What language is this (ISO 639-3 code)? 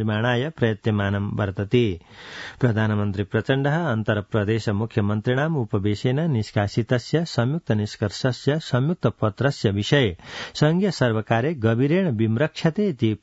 san